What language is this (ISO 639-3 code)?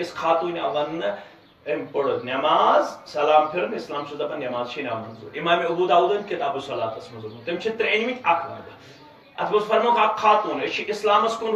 kas